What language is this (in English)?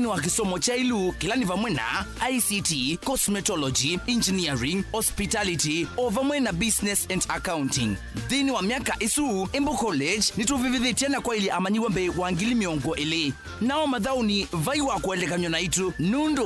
Kamba